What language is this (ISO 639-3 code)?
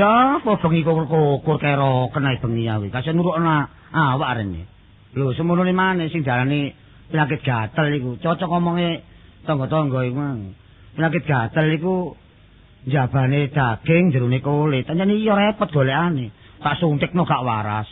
jav